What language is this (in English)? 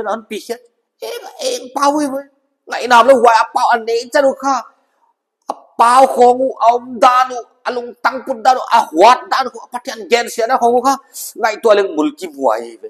Paite Chin